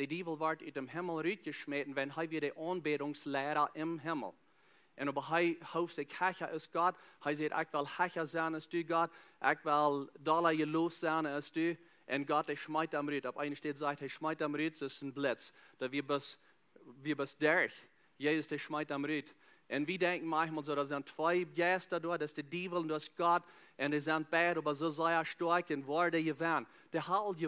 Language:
Plautdietsch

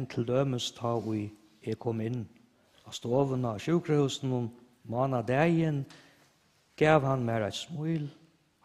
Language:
Faroese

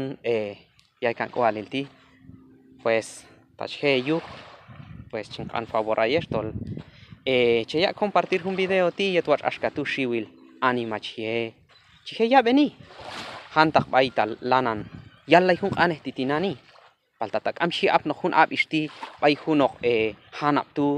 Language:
Q'anjob'al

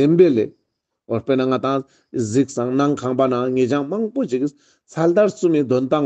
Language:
Ladakhi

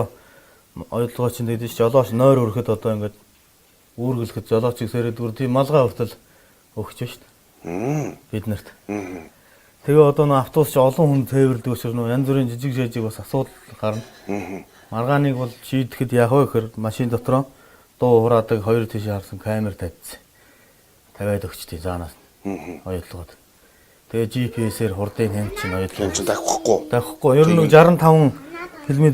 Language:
Mongolian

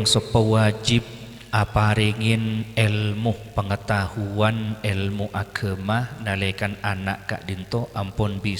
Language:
Madurese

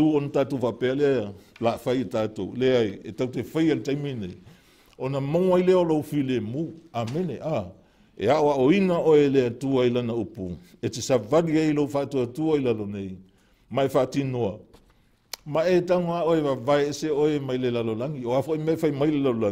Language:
Samoan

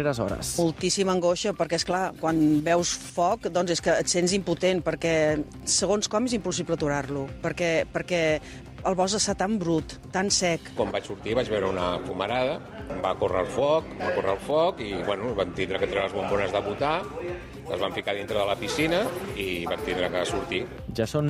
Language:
Catalan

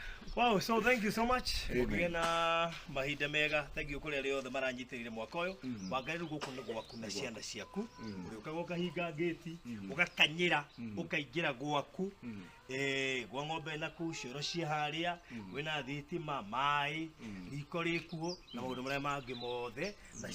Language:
Kikuyu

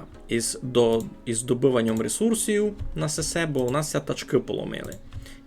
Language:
Rusyn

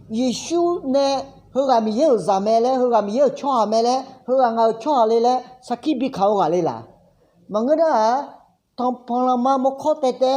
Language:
Akha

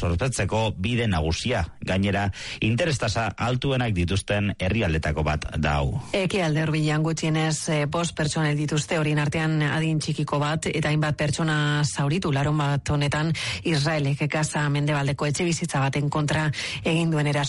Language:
Basque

